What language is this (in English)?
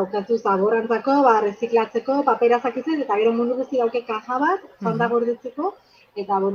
Basque